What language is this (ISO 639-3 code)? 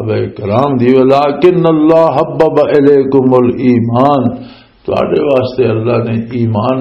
lah